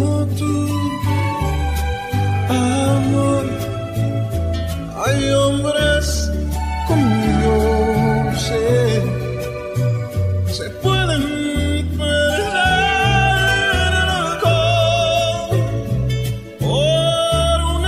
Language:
Spanish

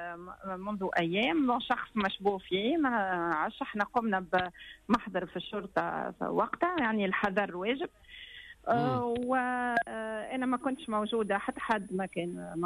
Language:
Tunisian Arabic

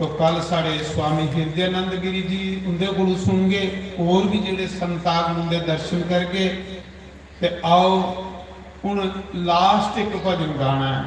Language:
Dogri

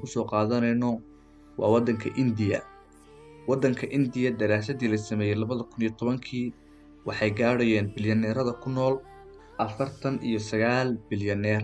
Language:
Somali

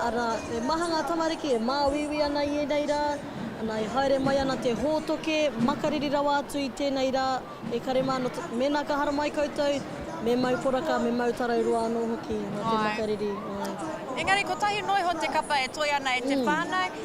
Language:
Māori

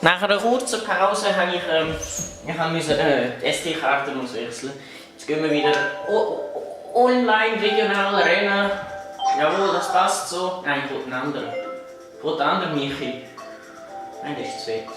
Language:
Swiss German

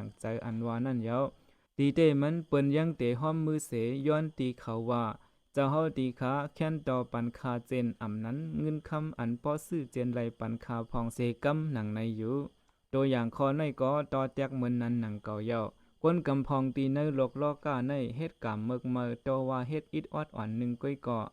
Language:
Shan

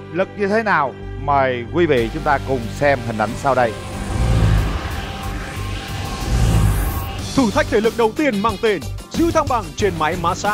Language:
Vietnamese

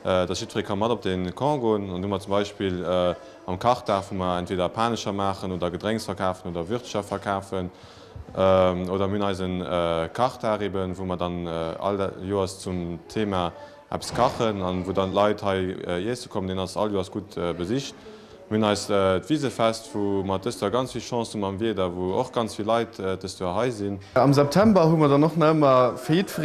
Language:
Luxembourgish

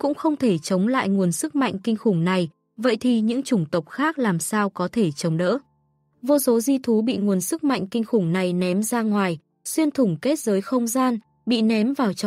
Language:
Vietnamese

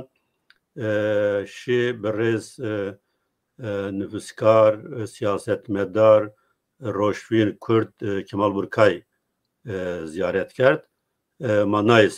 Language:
Zaza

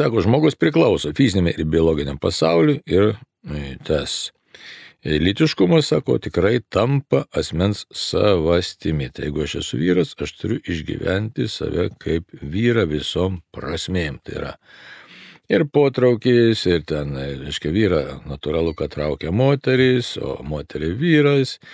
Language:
Lithuanian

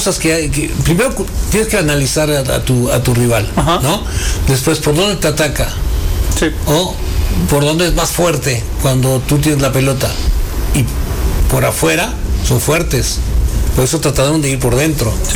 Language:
Spanish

